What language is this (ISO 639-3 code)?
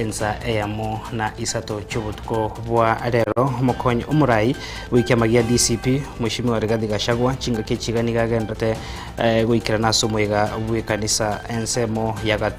guz